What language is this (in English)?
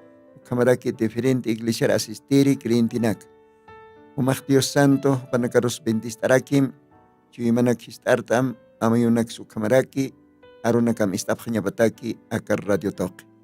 Aymara